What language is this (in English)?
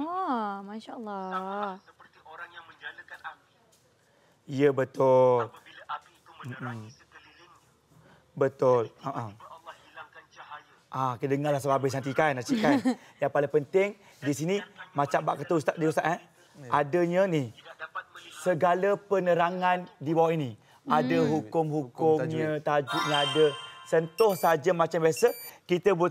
Malay